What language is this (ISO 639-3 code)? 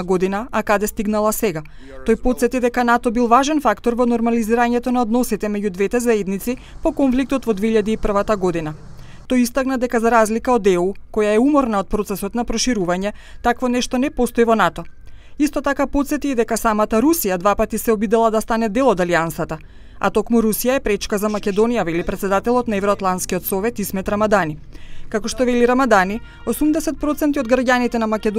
mkd